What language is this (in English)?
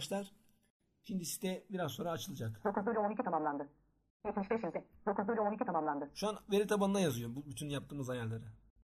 Turkish